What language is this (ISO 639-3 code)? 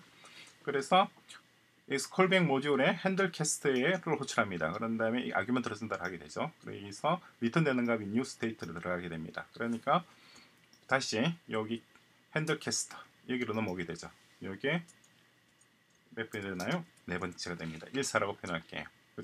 kor